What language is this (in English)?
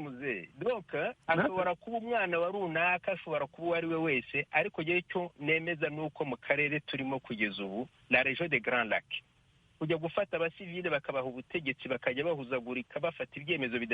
Kinyarwanda